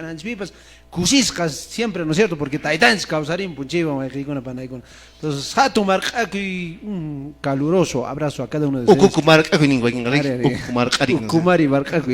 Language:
Quechua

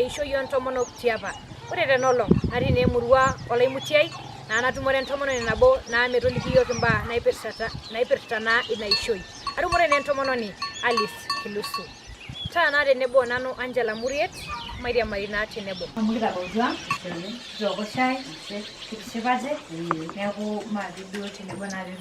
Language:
Masai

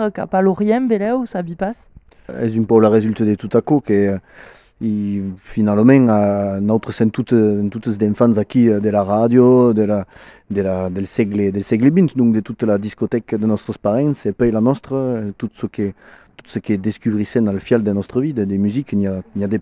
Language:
Occitan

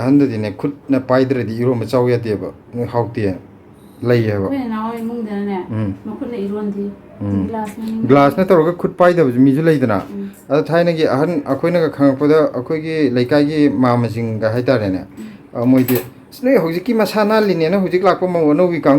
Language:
Manipuri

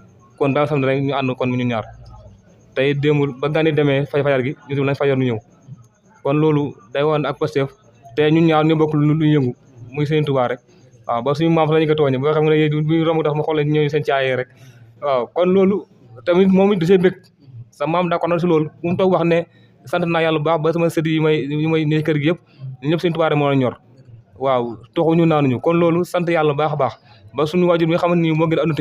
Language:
Wolof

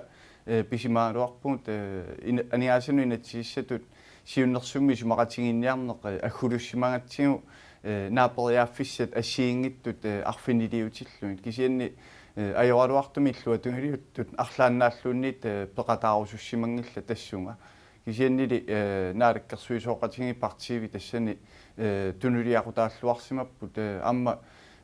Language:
Kalaallisut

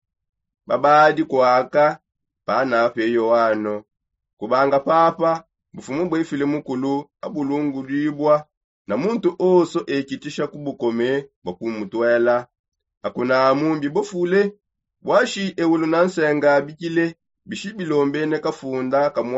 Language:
Songe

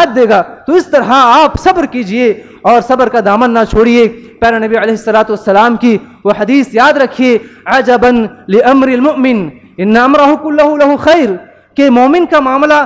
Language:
Urdu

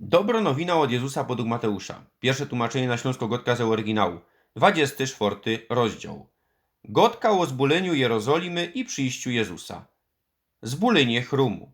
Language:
Silesian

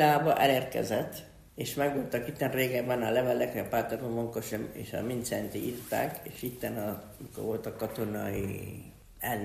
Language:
Hungarian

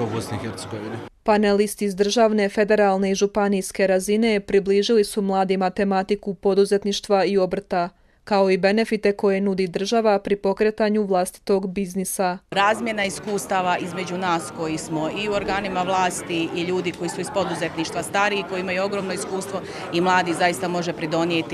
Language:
Croatian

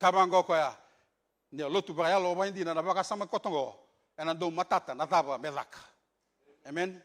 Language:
Fijian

